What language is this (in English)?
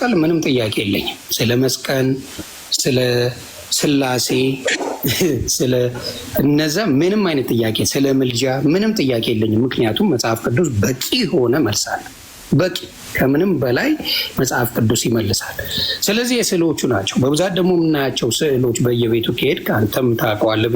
Amharic